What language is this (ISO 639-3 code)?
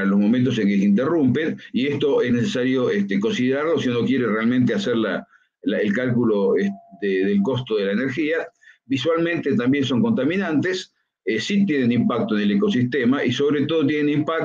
spa